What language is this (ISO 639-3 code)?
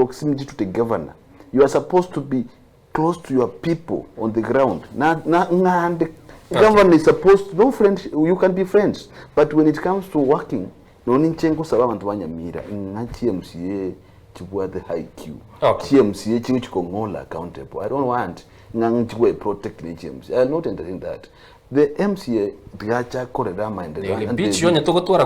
guz